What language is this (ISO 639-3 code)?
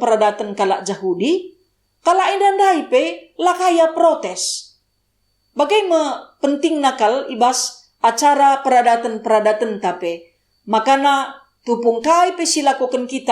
btx